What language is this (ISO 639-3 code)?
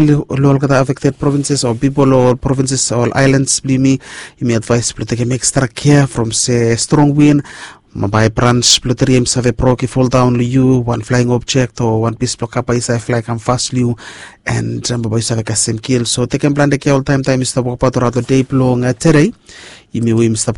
bis